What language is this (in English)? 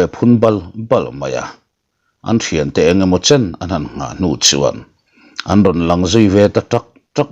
Mizo